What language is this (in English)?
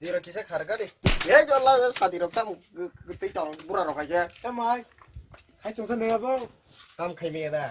Kok Borok